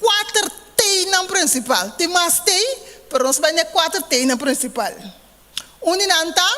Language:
Papiamento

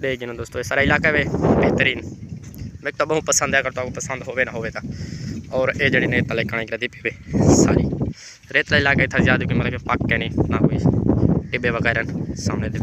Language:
Saraiki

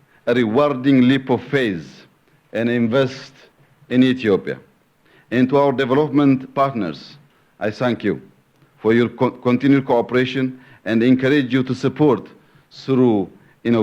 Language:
English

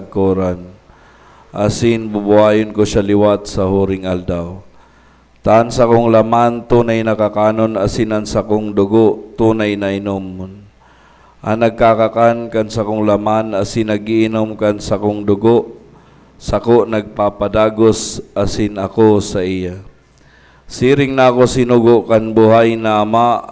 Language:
Bikol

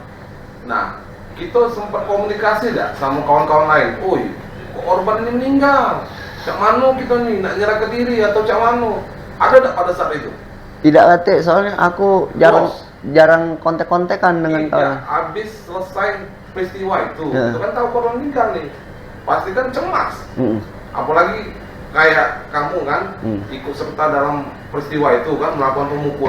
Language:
Musi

